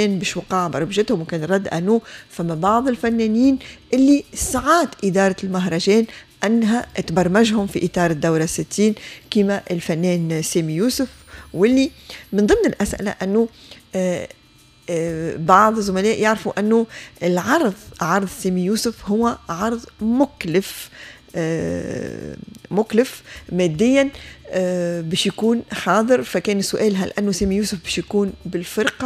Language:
Tunisian Arabic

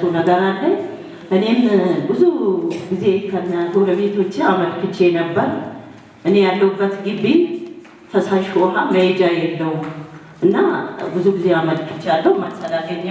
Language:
Amharic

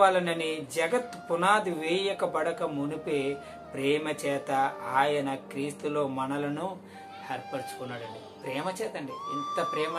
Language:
Telugu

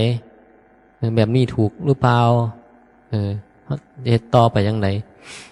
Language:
Northeastern Thai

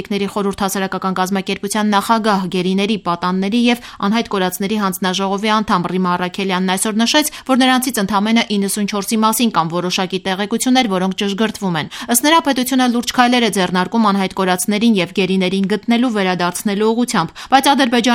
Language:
Armenian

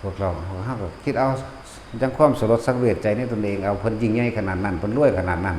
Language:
Northeastern Thai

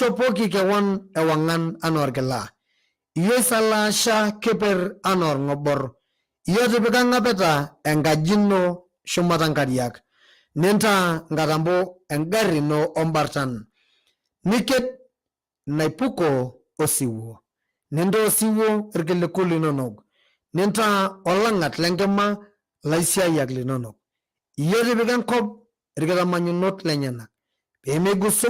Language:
Masai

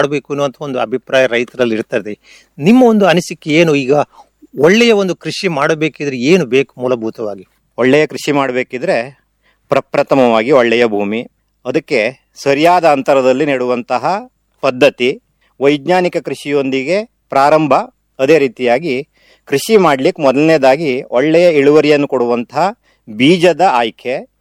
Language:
Kannada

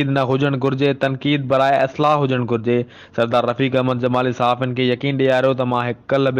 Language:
Sindhi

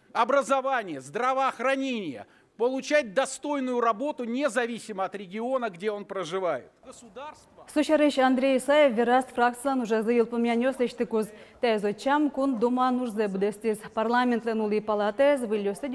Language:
Udmurt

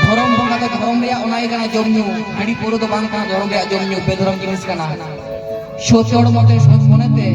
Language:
Santali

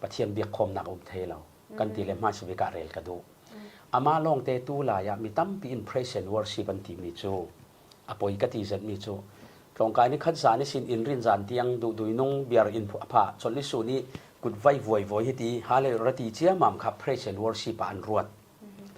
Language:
Falam Chin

